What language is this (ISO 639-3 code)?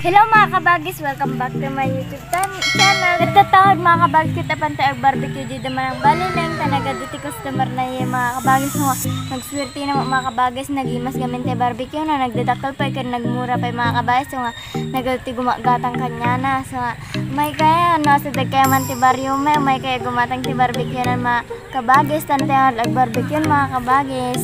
ilo